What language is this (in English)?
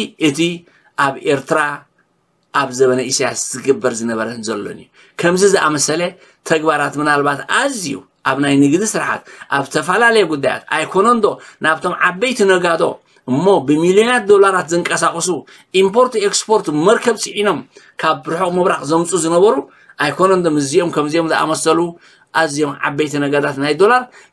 Tigrinya